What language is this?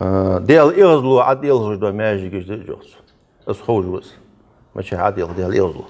Ingush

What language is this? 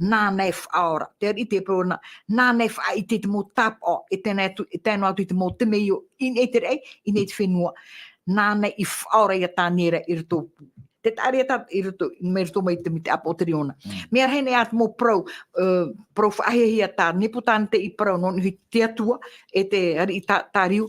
Tahitian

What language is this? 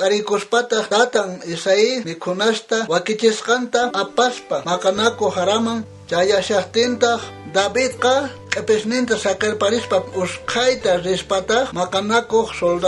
South Bolivian Quechua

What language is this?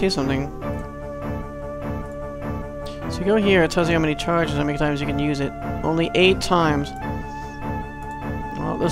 English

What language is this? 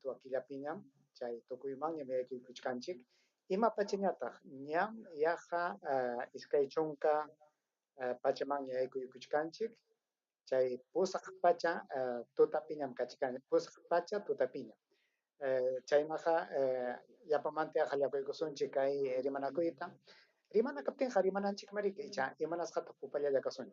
Ayacucho Quechua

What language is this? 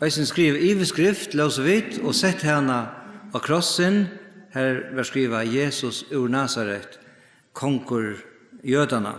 Faroese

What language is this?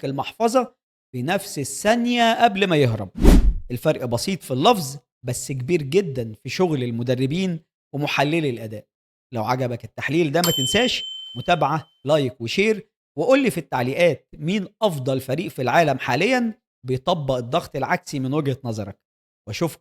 Egyptian Arabic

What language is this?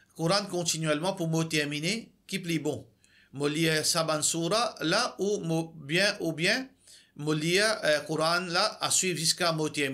Morisyen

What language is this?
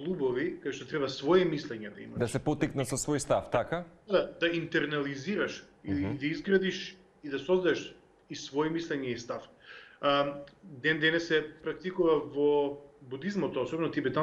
Macedonian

